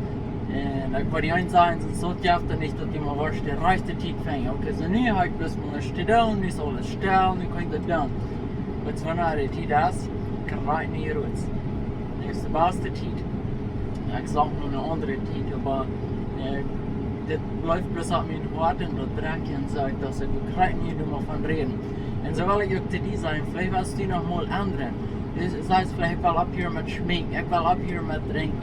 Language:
Plautdietsch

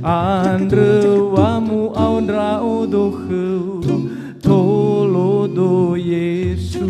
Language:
Nias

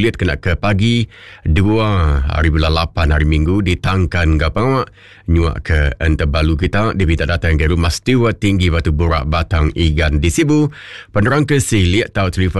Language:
Iban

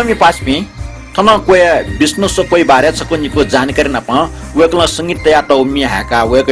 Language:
Newari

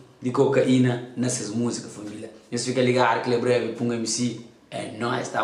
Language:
Kabuverdianu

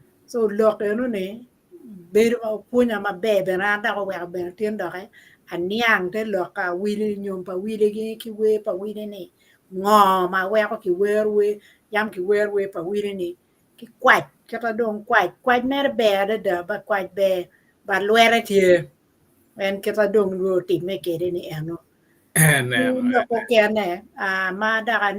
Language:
Acoli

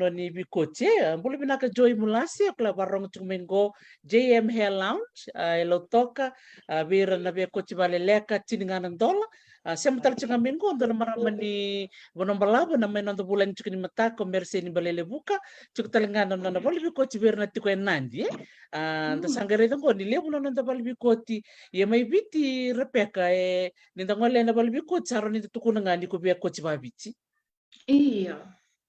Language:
Fijian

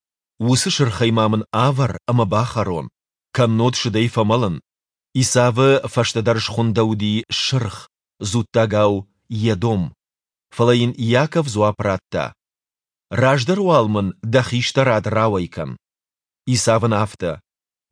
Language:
Ossetic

